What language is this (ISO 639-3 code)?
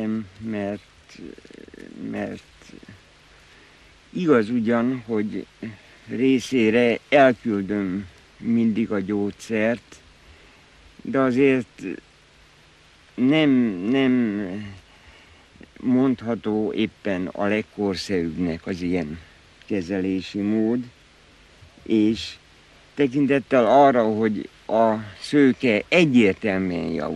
hun